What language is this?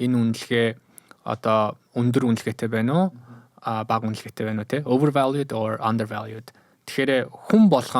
Mongolian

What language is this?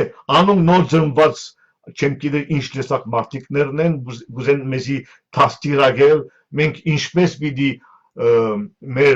Western Armenian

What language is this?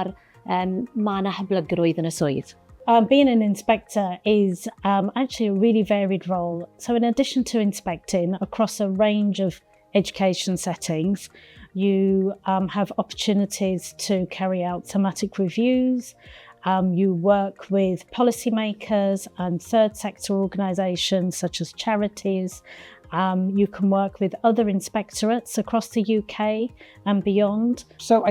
Welsh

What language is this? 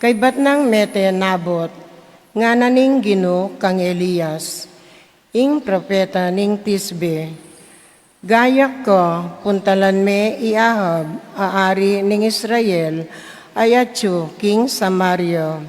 Pampanga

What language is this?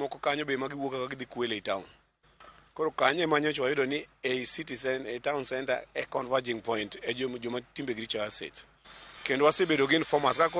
Luo (Kenya and Tanzania)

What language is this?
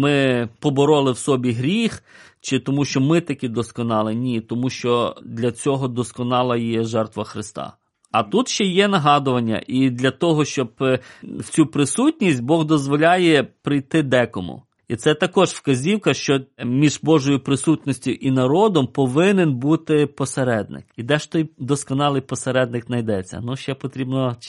Ukrainian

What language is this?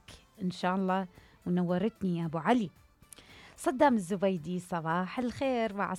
Mesopotamian Arabic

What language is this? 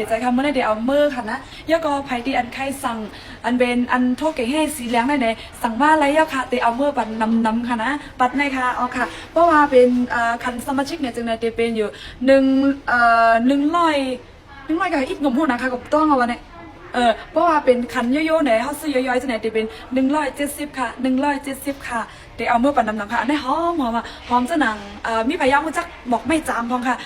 Shan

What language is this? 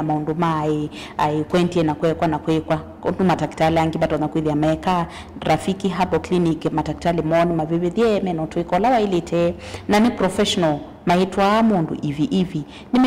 Kamba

